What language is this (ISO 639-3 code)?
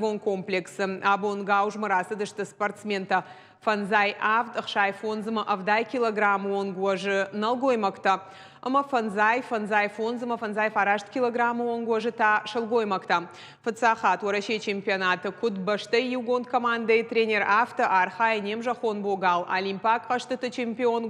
oss